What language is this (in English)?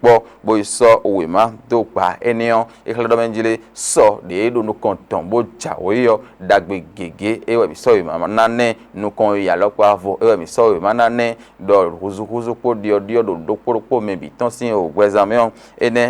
Fon